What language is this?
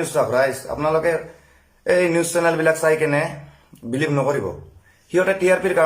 Assamese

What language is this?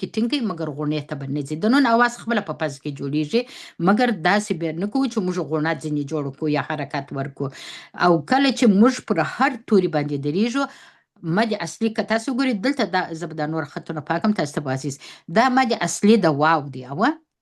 Pashto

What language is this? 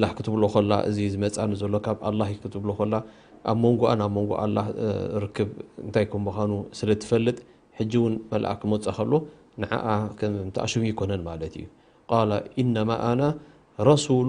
Tigrinya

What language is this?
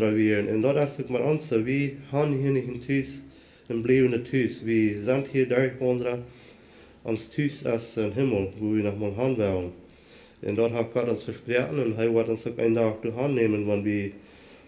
Plautdietsch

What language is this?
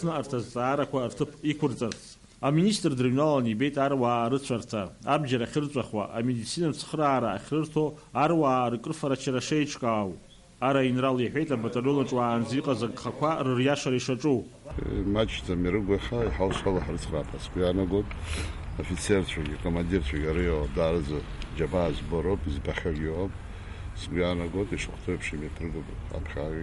Abkhazian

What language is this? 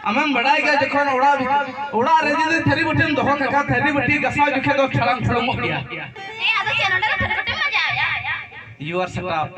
Santali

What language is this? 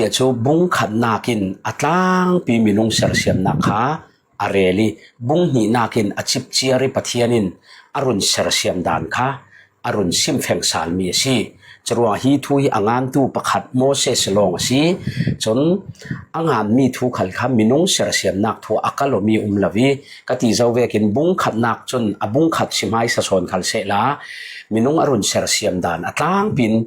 Falam Chin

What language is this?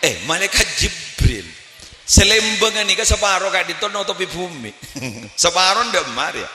Madurese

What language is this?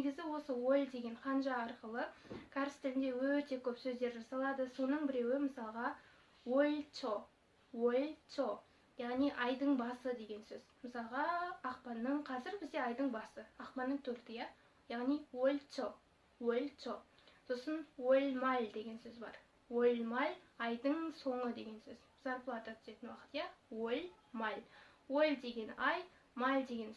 Kazakh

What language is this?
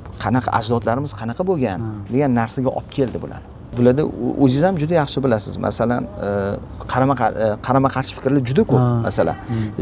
Uzbek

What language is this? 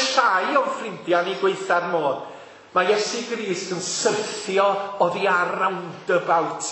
Welsh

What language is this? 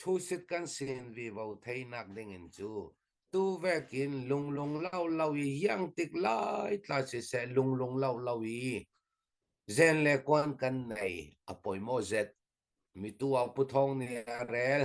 Hakha Chin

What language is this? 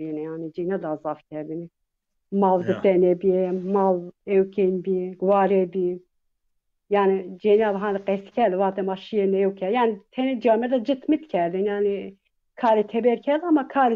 Zaza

